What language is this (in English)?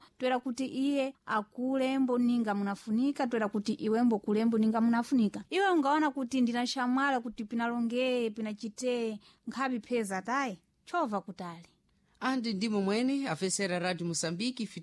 Sena